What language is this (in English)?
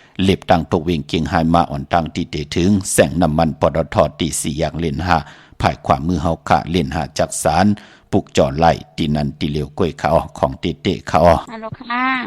Shan